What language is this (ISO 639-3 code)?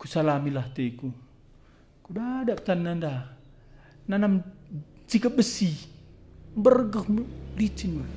btx